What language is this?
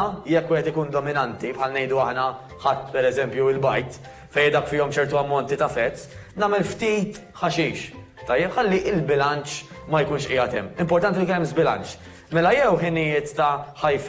Maltese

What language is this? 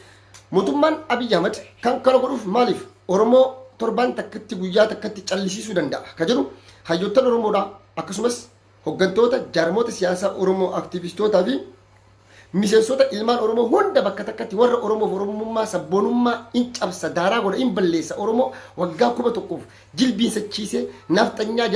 Oromo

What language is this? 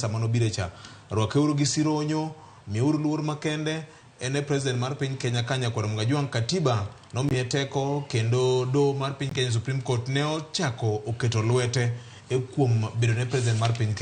Luo (Kenya and Tanzania)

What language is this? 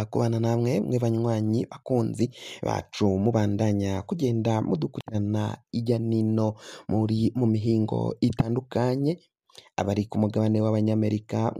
Rundi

